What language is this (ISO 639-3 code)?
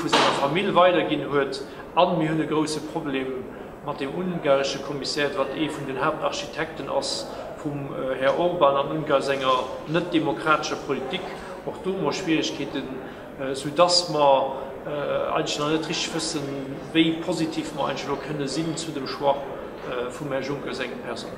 ltz